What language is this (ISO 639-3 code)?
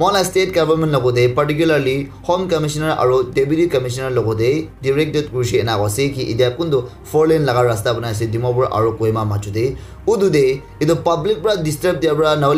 nag